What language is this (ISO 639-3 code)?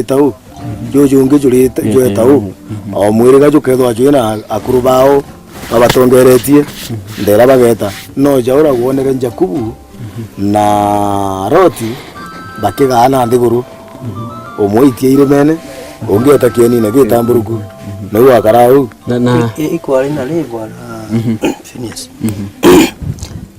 mer